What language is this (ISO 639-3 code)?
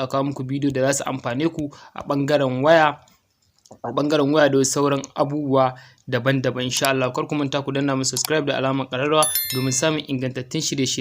hau